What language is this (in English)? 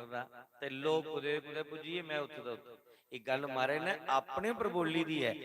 Dogri